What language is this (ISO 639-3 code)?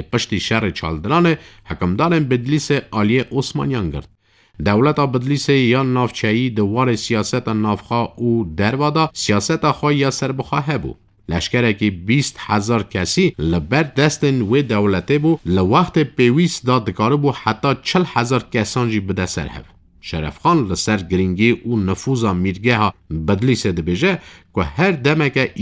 kur